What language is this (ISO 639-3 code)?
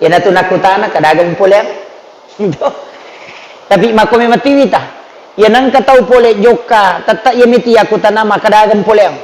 bug